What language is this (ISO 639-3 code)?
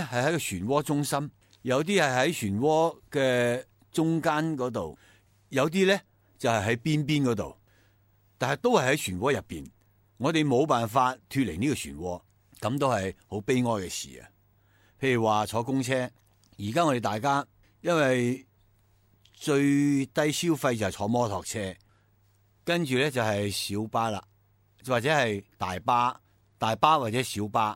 yue